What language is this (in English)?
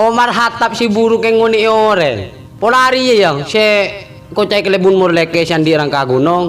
Madurese